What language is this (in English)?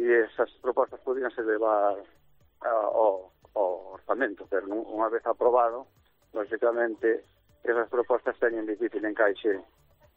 Galician